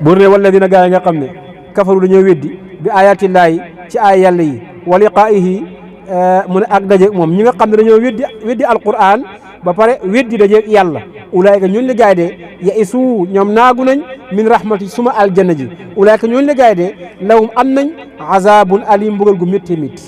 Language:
Wolof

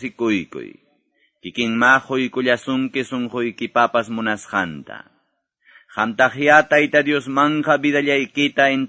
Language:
Quechua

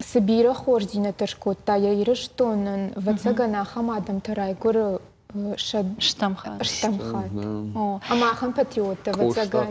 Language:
Ossetic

